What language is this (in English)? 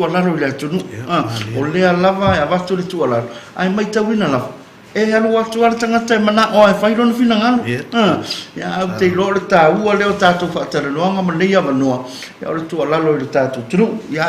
Samoan